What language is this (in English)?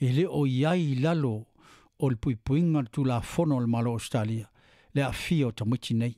Samoan